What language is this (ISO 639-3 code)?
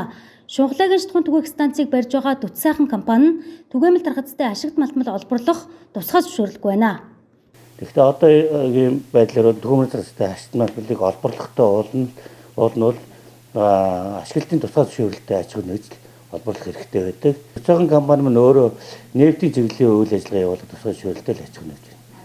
mon